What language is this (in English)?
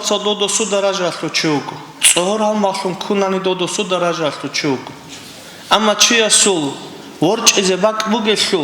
Avaric